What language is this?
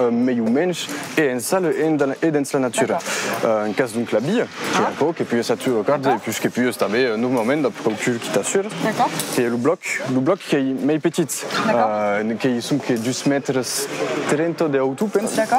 Occitan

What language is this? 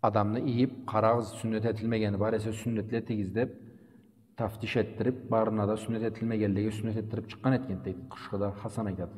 Karachay-Balkar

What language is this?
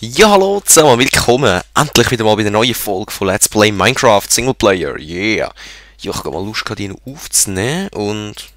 Swiss German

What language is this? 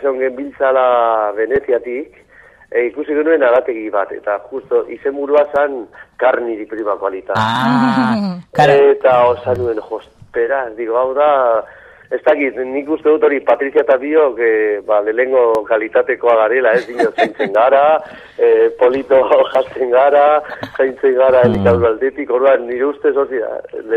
Basque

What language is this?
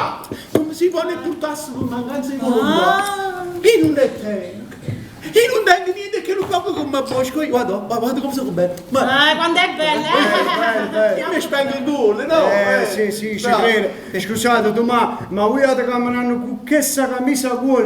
Neapolitan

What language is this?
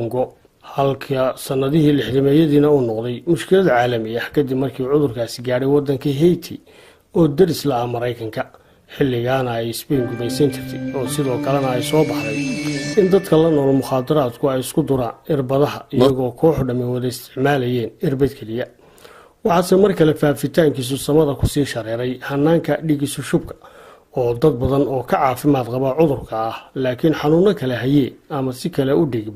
Somali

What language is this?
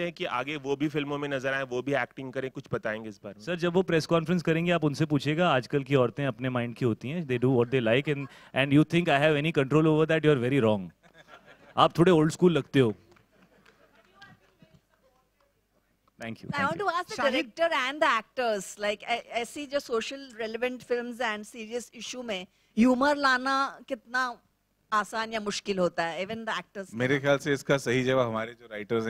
Hindi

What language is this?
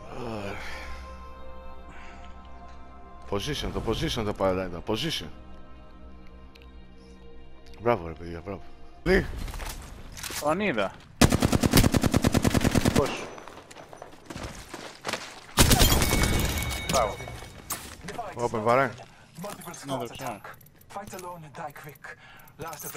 Greek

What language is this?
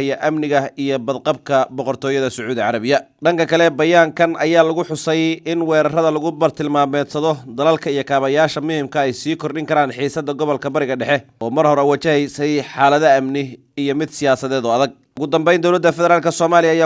Somali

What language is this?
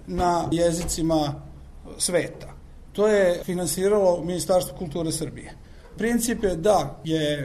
Serbian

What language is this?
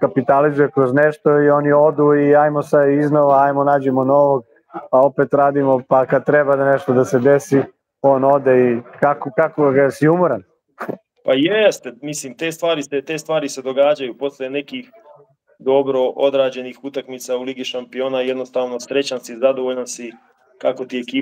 Serbian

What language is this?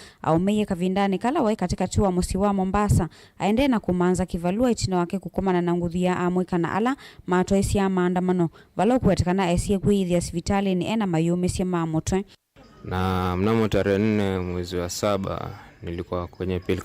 Kamba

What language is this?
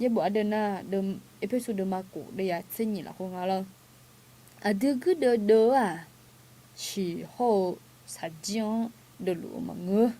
Akha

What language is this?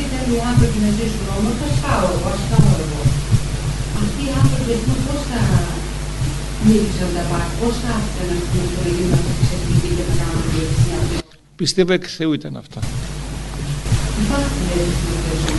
Greek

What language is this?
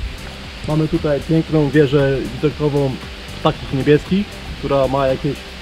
Polish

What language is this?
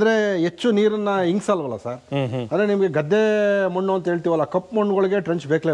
Kannada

